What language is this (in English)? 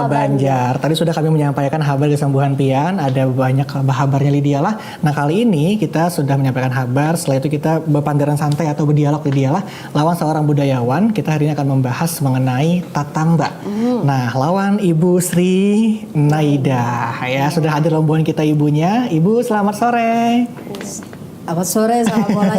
Banjar